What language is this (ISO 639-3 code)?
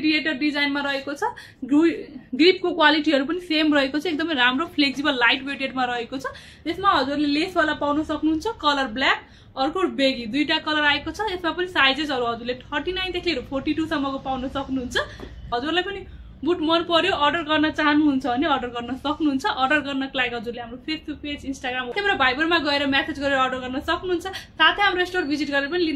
nep